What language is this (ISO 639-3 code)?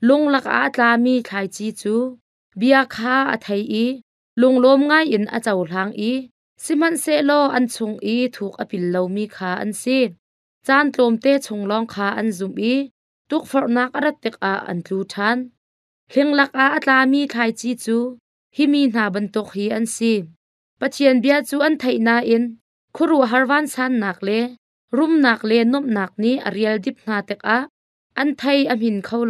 cnh